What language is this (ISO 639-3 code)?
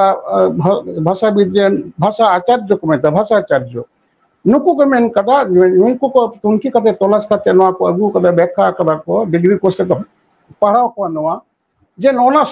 sat